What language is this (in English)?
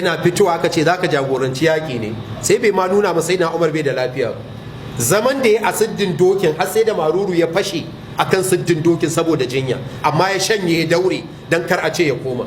Hausa